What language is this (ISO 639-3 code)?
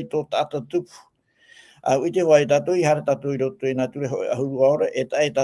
tah